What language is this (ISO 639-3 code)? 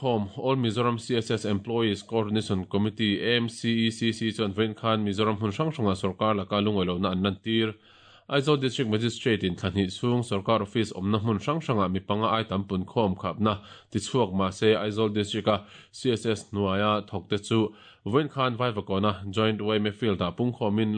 lus